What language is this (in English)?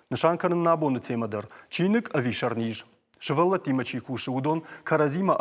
Ossetic